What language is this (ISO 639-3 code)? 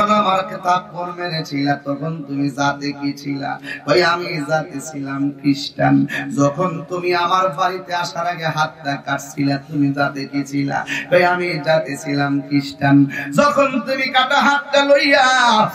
syl